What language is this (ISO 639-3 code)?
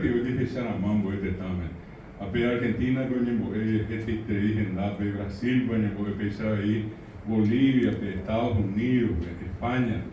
grn